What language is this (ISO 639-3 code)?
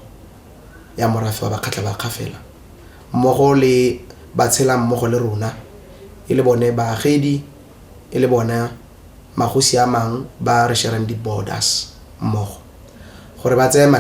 tsn